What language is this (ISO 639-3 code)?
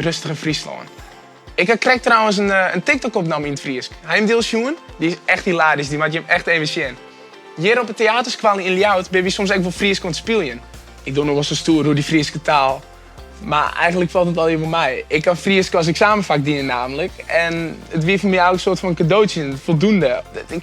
fry